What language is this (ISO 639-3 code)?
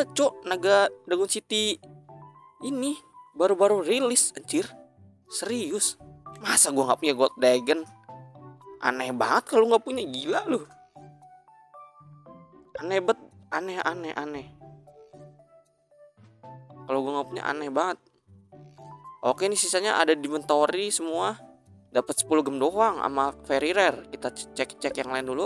ind